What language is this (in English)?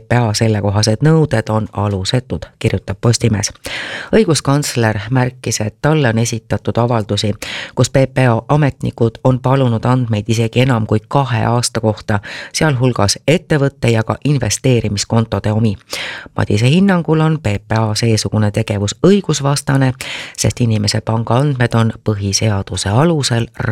Estonian